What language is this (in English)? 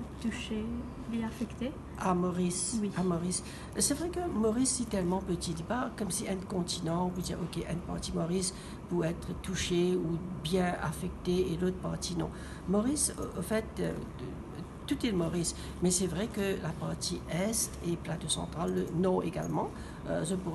Morisyen